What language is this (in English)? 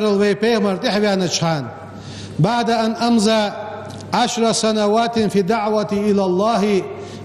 Ingush